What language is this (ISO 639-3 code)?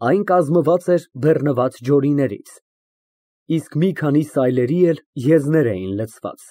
hye